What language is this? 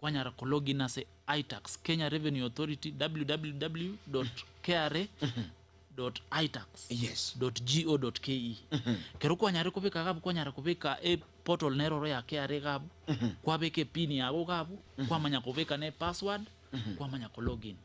Gusii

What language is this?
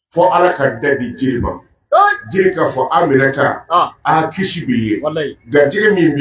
Bambara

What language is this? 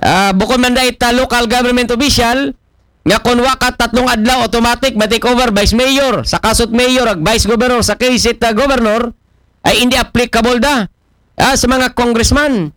Aklanon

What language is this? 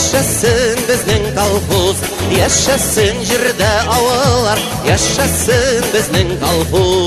Bashkir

